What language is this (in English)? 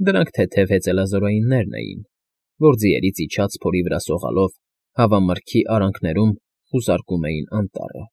Armenian